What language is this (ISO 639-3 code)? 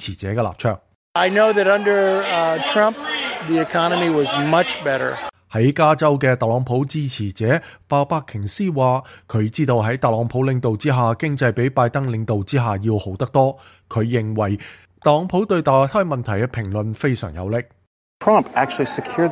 yue